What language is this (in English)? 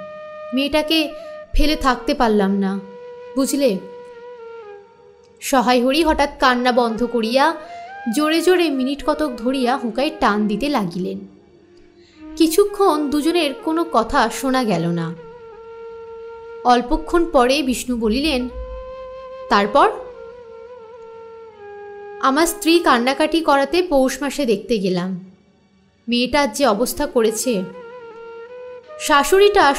Bangla